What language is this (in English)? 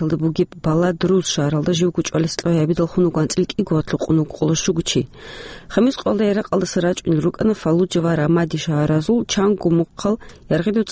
Avaric